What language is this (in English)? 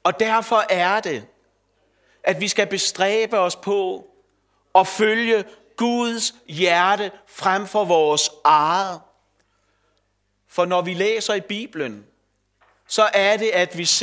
Danish